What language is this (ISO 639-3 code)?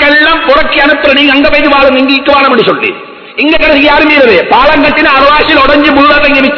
tam